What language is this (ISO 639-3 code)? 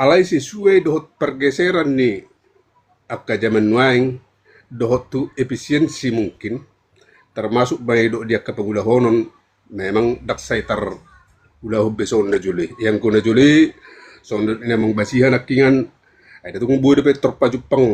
bbc